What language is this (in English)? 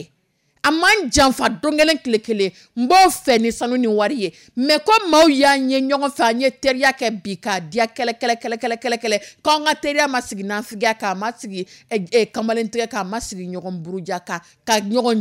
Dyula